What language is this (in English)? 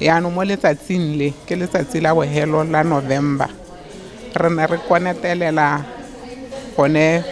Tswana